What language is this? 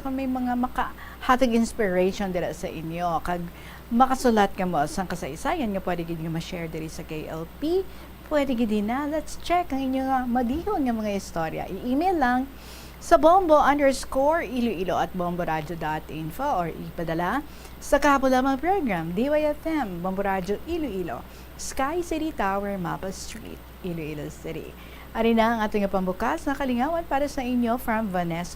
Hiligaynon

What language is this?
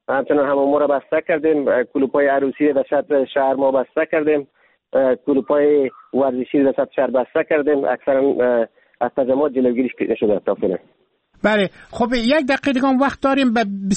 Persian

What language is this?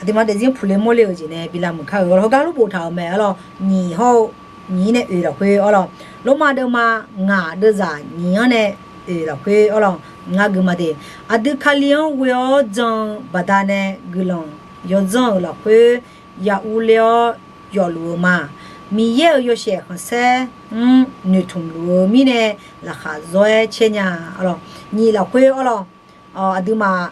Akha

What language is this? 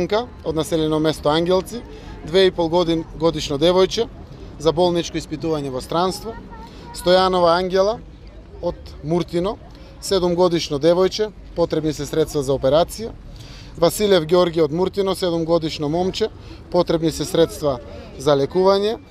Macedonian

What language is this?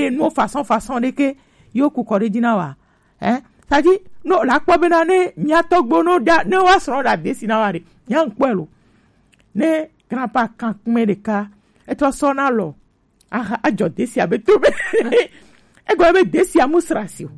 Gen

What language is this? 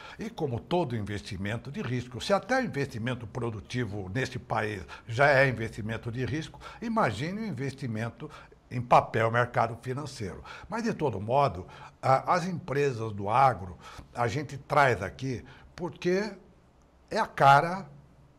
Portuguese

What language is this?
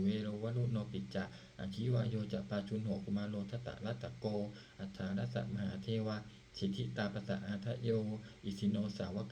Pali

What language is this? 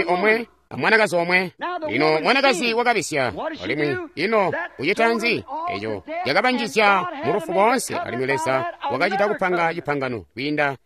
Tonga (Zambia)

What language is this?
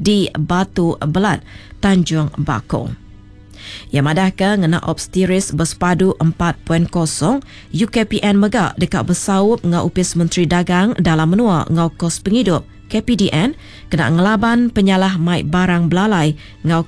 Iban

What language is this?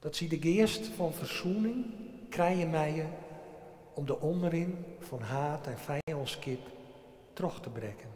Western Frisian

